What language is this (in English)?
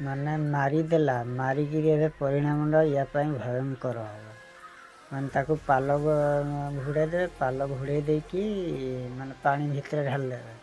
Odia